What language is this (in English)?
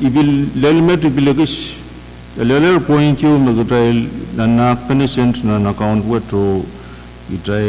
Pohnpeian